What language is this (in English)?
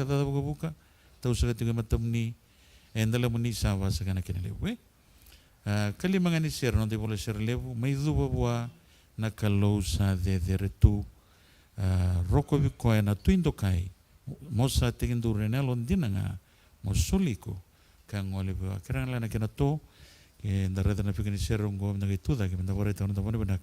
Fijian